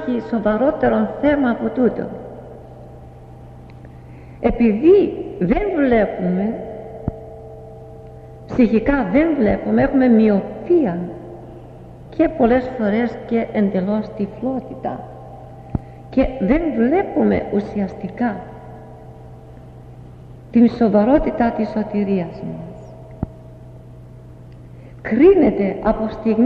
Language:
Greek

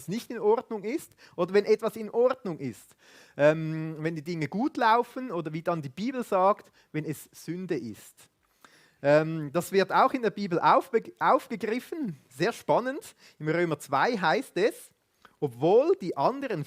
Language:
Swiss German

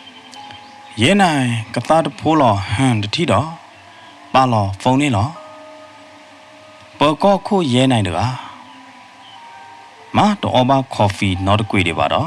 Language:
S'gaw Karen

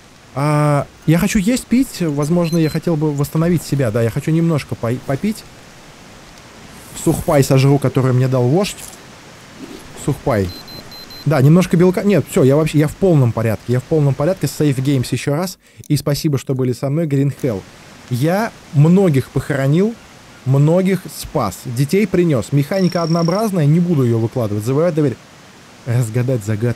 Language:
Russian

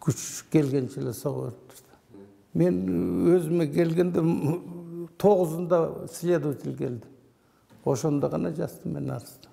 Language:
Kyrgyz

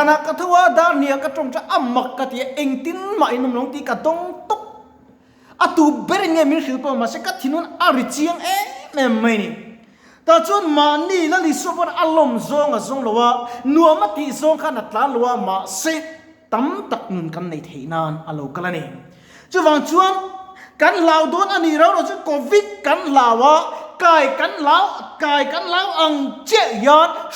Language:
Mizo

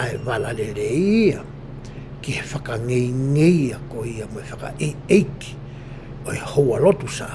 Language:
Tongan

